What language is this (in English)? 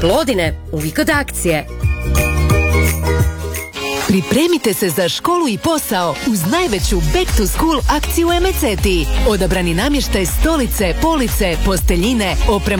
Croatian